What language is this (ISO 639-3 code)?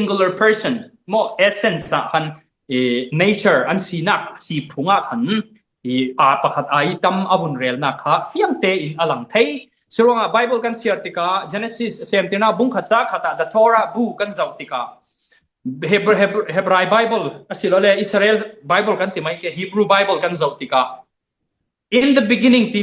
cfm